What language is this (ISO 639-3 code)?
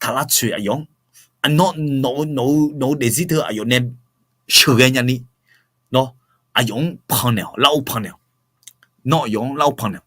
ahk